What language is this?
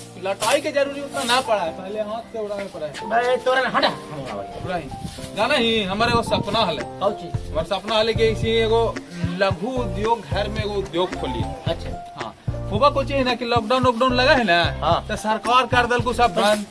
Magahi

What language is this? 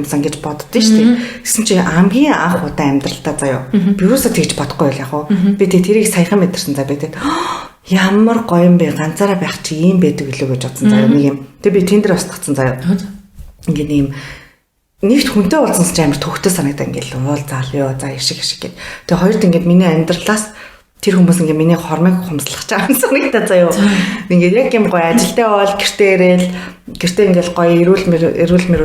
Mongolian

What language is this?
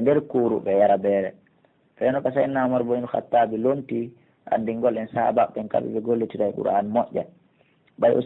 Pular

